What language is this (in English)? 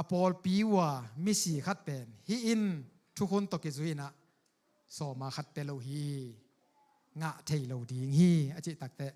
Tedim Chin